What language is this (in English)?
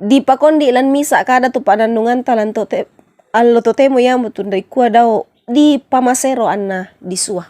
Toraja-Sa'dan